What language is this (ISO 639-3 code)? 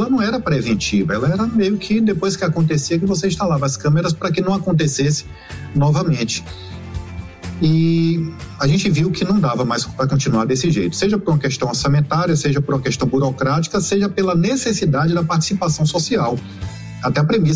por